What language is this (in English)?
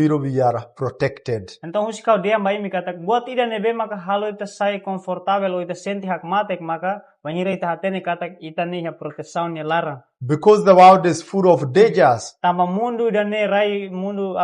Tetum